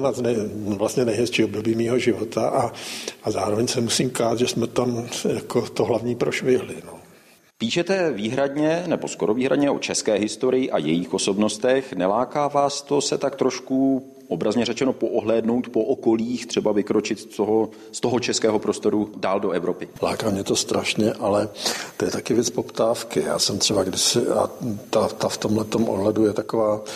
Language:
Czech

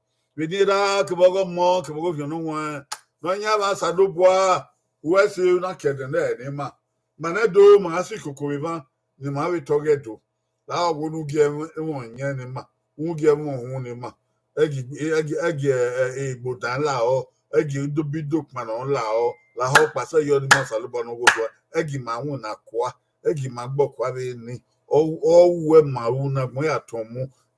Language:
Bini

